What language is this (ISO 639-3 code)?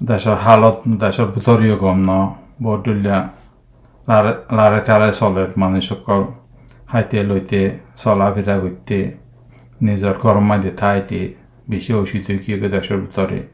rhg